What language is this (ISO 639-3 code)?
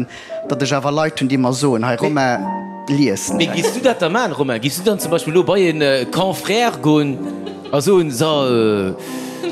ltz